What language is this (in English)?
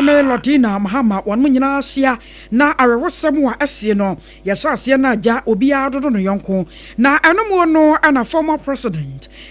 Akan